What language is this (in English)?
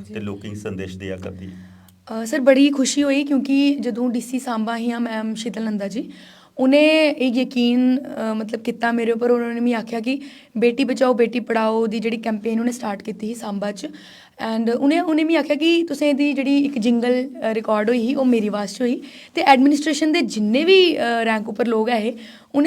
Dogri